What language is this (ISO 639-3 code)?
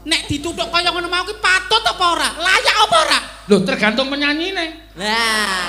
jav